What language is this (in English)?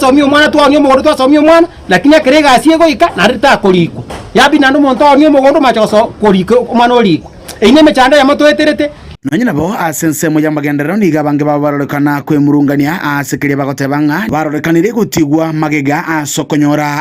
Gusii